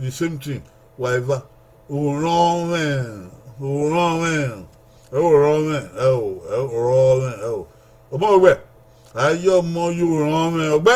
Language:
Bini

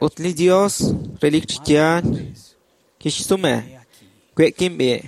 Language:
Kekchí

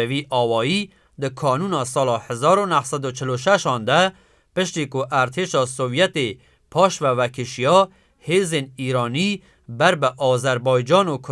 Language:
Kurdish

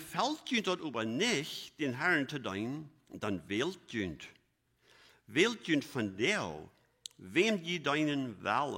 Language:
Plautdietsch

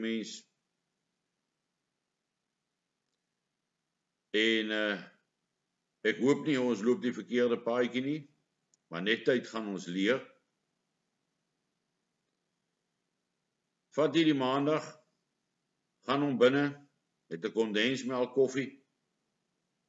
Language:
Afrikaans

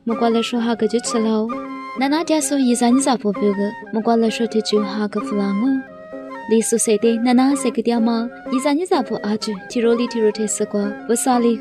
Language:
Lisu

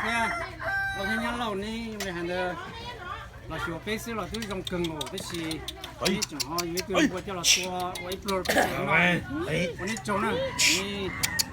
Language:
Hmong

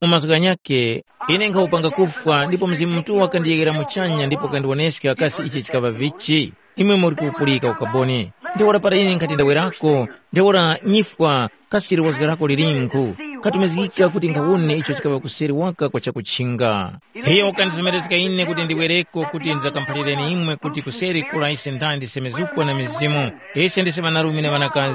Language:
Tumbuka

